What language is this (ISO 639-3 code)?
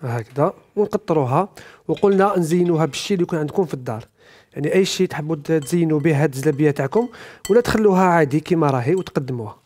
arq